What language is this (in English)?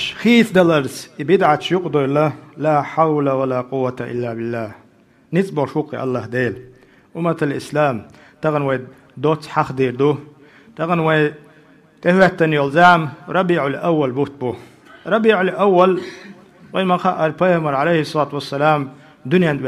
Chechen